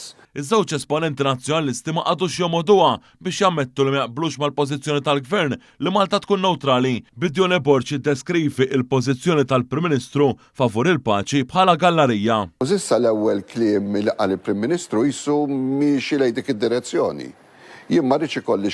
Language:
Maltese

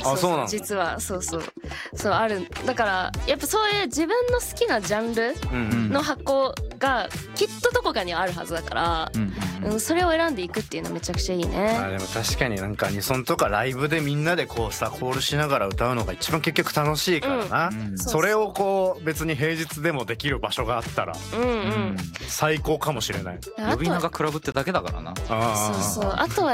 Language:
Japanese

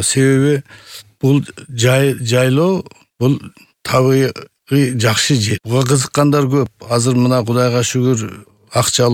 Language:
Kyrgyz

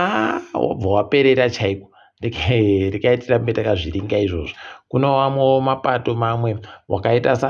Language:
Ndau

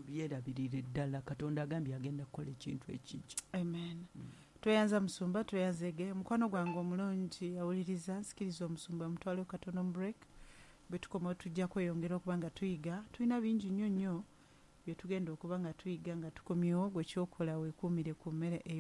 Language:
Ganda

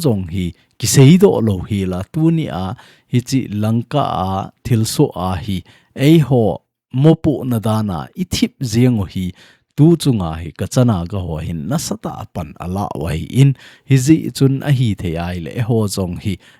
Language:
Thado Chin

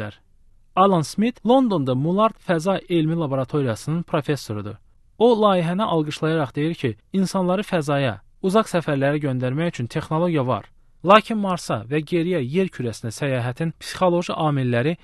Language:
Azerbaijani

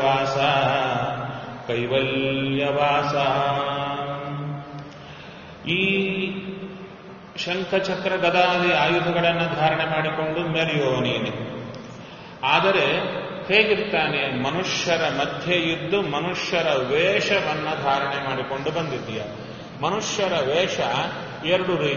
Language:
Kannada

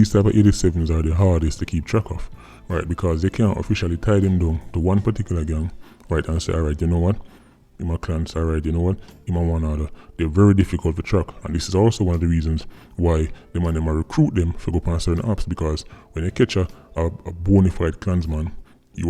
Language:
Jamaican Creole English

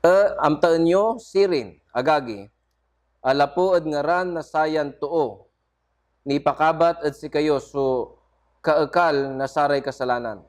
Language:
Pangasinan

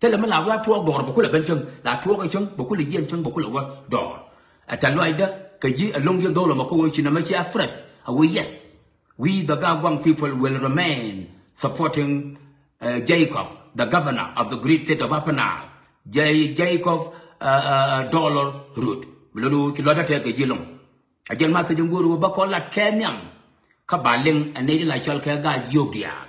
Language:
Nuer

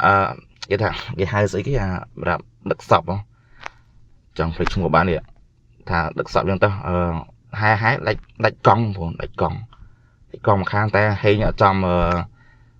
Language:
Khmer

